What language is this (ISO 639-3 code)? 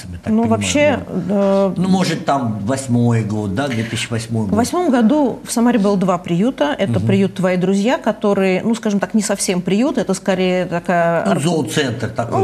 rus